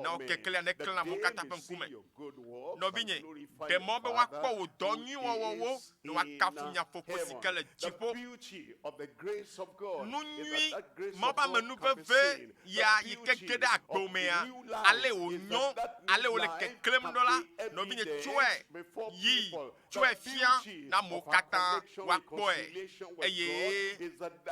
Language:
Ewe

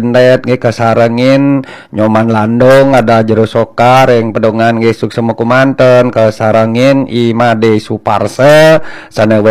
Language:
Balinese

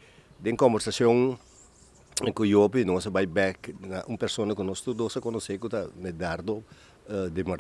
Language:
Papiamento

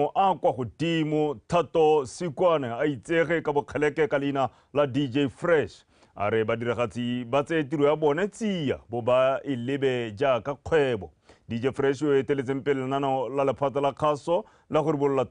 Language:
Tswana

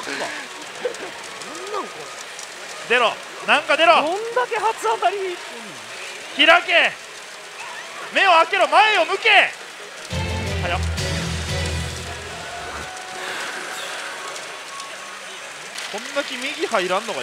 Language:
Japanese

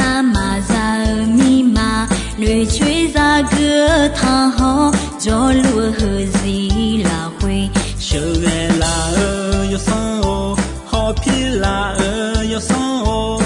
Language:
Akha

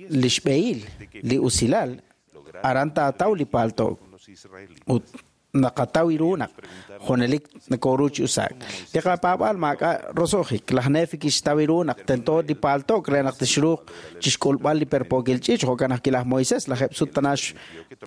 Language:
Kekchí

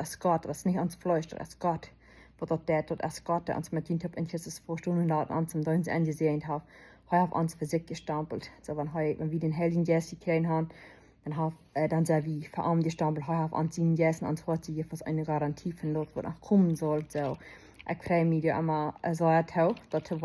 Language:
Plautdietsch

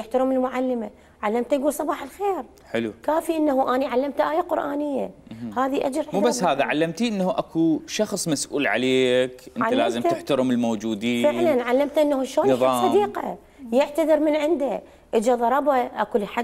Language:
Mesopotamian Arabic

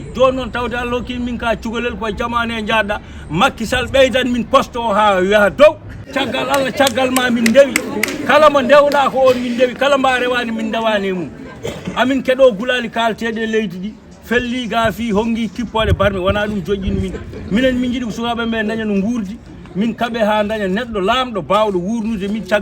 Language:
Fula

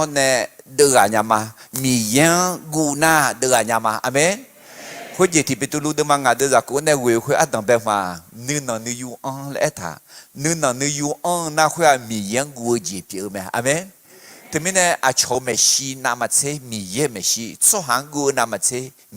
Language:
Akha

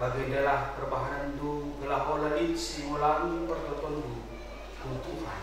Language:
Batak Karo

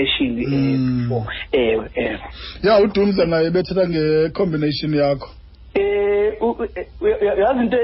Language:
Xhosa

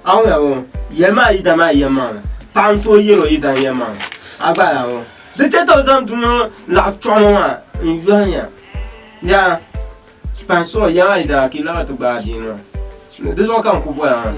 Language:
Dagbani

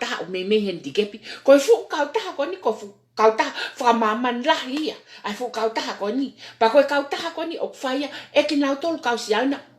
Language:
Tongan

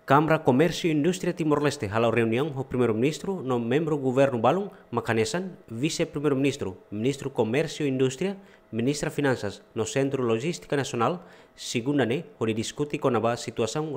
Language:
Tetum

